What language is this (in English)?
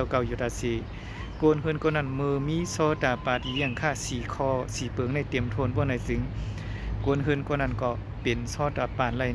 Shan